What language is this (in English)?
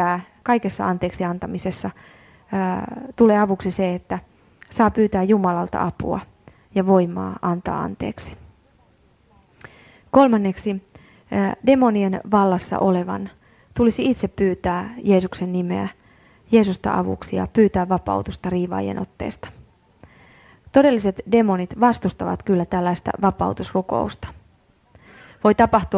Finnish